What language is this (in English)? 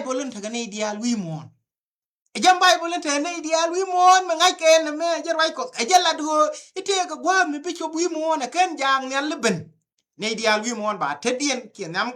Nuer